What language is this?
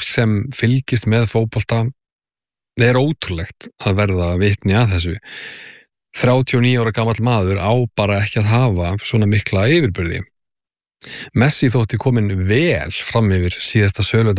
Icelandic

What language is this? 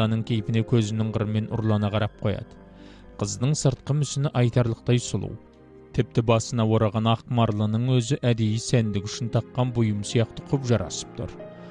Kazakh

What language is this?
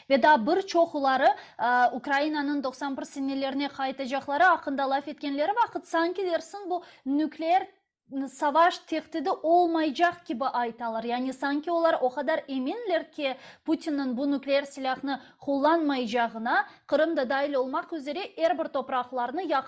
Crimean Tatar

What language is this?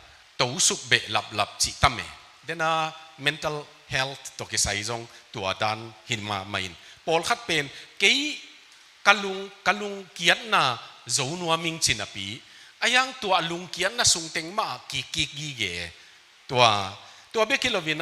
Tedim Chin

